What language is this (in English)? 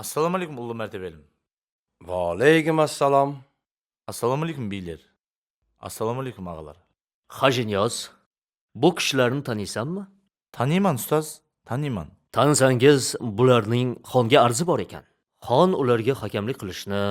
Kara-Kalpak